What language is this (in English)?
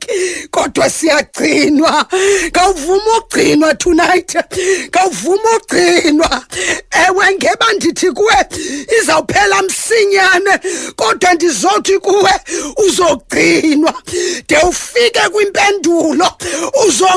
Xhosa